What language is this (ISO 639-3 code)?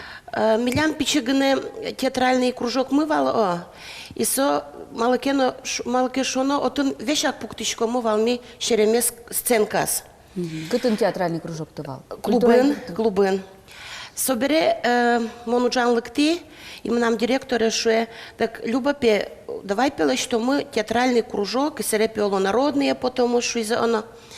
udm